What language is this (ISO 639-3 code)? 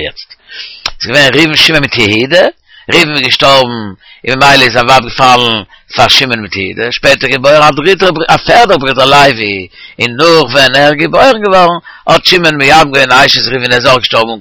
yid